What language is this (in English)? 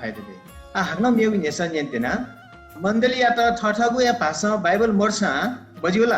Newari